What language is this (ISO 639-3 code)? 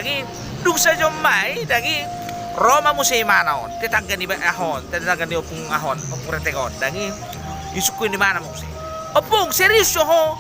bbc